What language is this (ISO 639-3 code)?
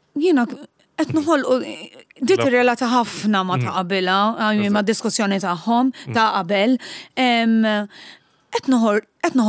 mlt